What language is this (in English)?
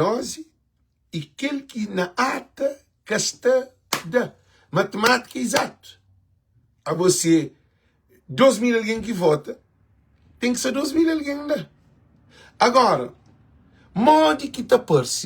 Kabuverdianu